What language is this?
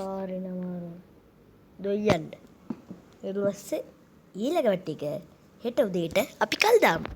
Sinhala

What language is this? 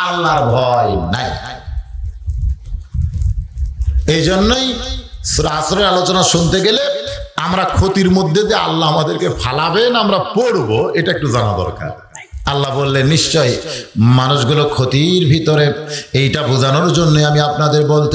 Bangla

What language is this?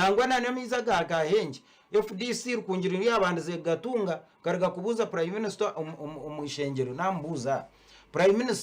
Nyankole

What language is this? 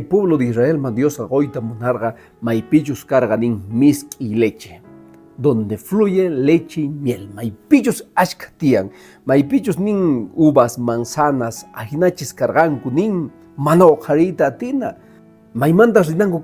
Quechua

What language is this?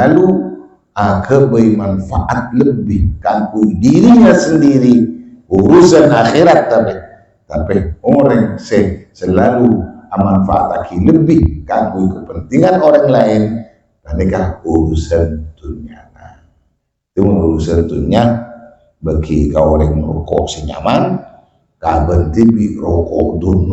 Madurese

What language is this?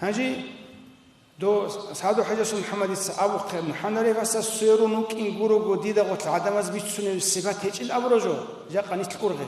Avaric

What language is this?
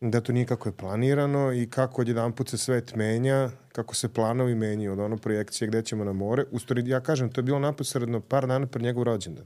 Serbian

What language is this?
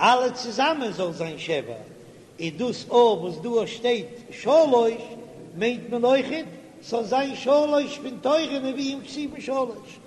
Yiddish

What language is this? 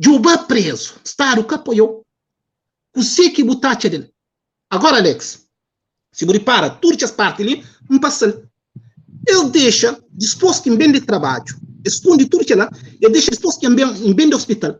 Kabuverdianu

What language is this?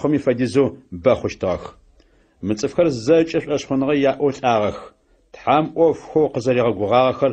Adyghe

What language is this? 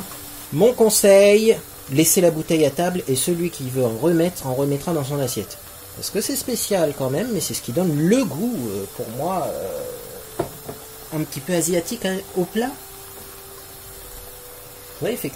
French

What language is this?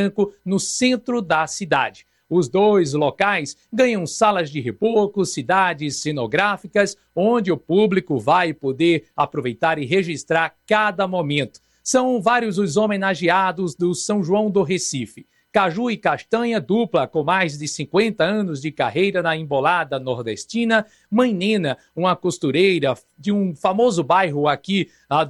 Portuguese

